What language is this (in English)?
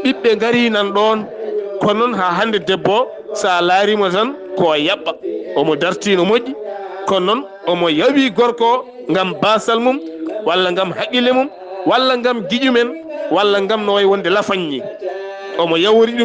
Fula